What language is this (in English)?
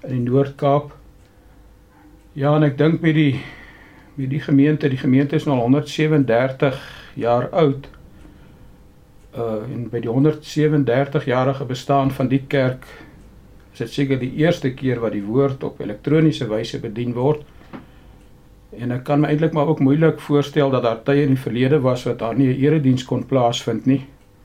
Afrikaans